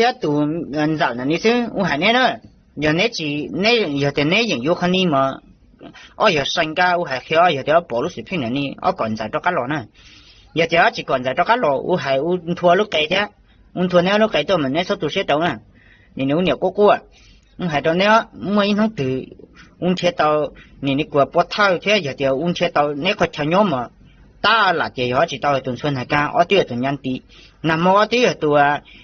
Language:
Hmong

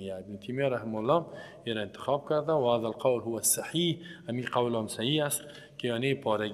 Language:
Persian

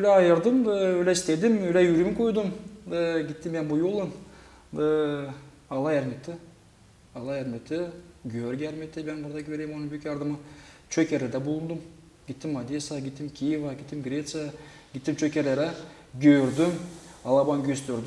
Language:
Gagauz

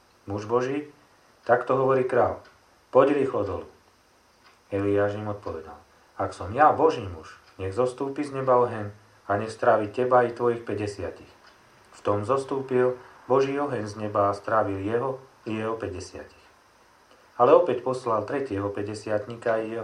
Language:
Slovak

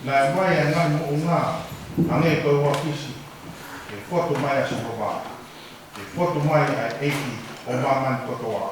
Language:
Tongan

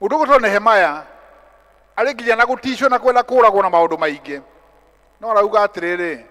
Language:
Kikuyu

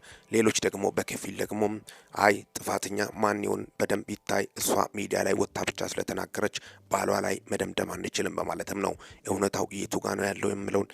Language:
Amharic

